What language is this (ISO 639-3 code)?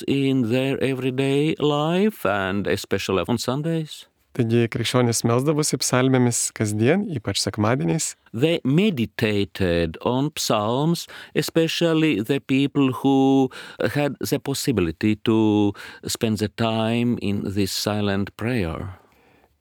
lit